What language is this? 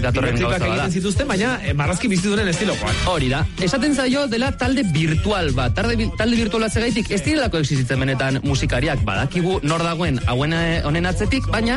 Basque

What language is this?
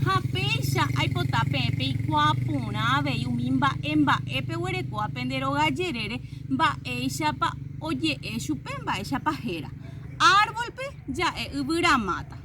Guarani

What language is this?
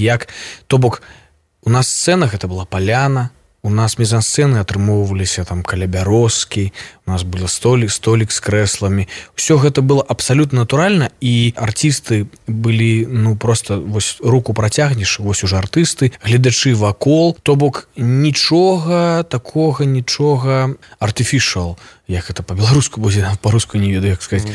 Belarusian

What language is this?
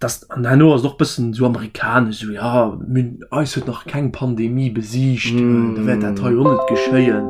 Luxembourgish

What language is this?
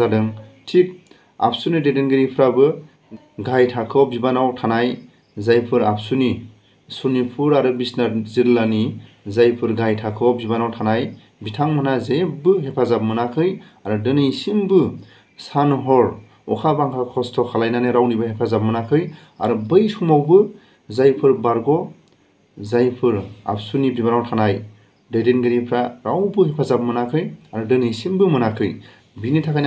Bodo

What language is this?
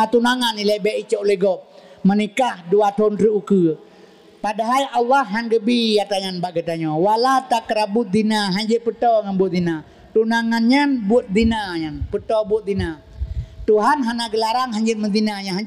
Achinese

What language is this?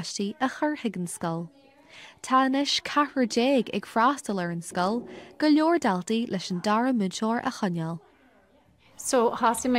Irish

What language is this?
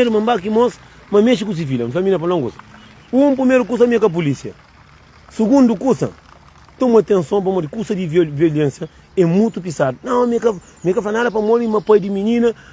Kabuverdianu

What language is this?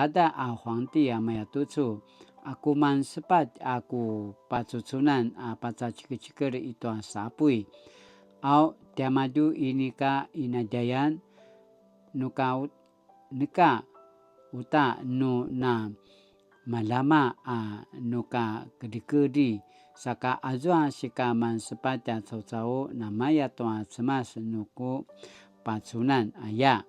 Paiwan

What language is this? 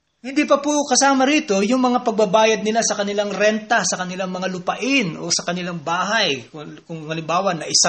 Filipino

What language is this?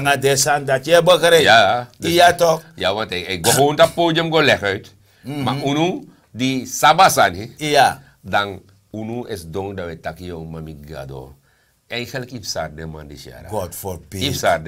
Sranan Tongo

